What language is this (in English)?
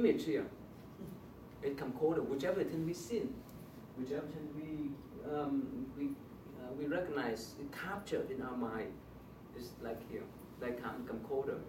English